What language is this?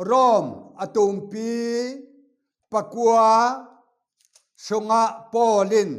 Falam Chin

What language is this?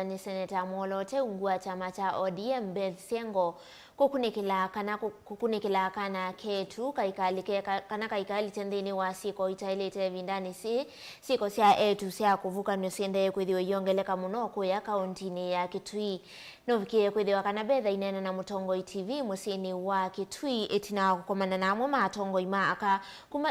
Kamba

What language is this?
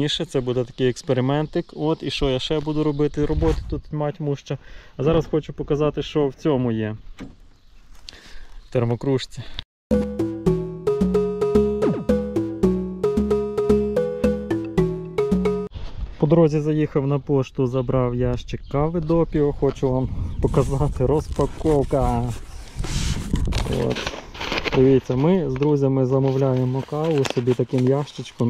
Ukrainian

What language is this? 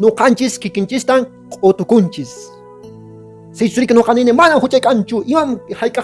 Quechua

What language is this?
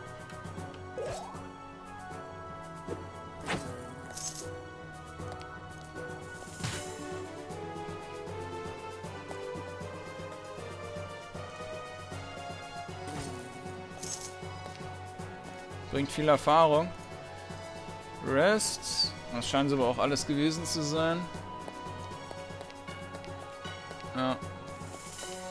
German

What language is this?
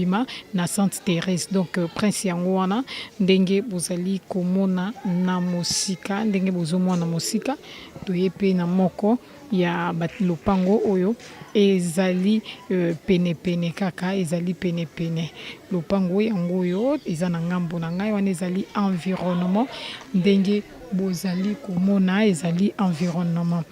Lingala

